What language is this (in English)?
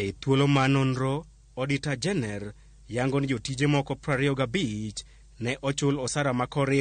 Luo (Kenya and Tanzania)